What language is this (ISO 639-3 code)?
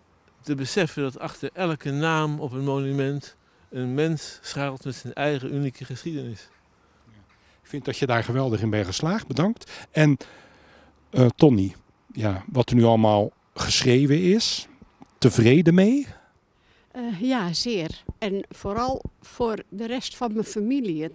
nld